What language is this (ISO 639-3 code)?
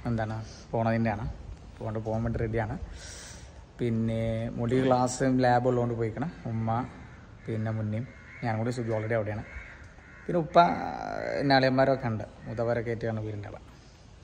mal